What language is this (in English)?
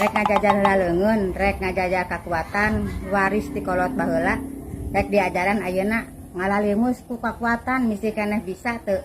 Sundanese